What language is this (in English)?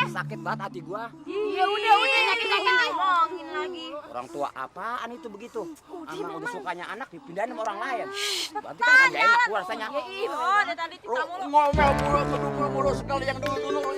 Betawi